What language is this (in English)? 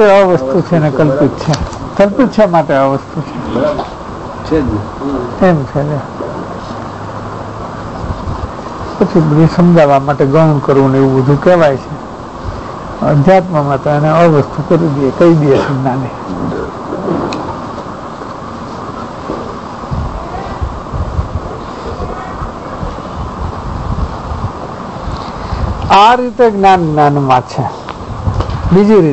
Gujarati